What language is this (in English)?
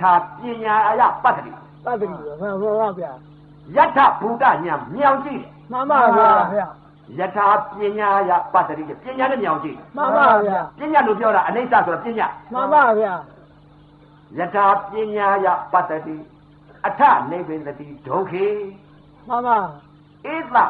Burmese